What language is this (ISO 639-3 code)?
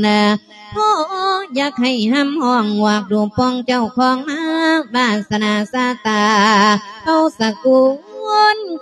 lao